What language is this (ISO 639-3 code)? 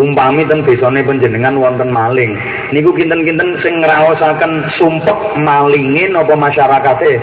jav